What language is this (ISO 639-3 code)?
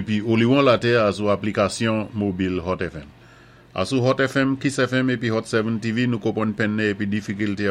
acf